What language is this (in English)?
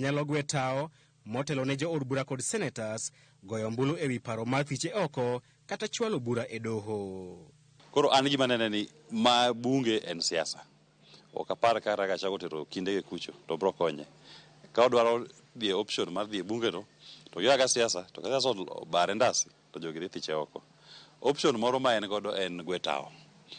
Luo (Kenya and Tanzania)